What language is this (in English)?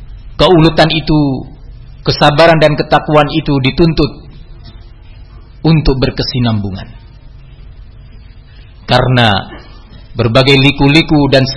Indonesian